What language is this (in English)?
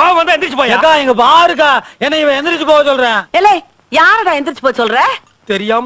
Tamil